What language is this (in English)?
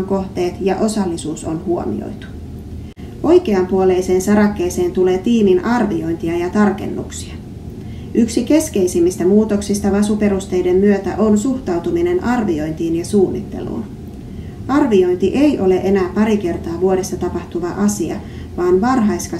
Finnish